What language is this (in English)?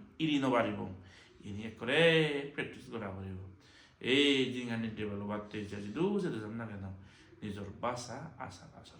Chakma